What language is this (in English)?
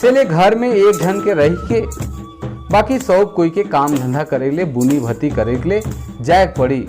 Sadri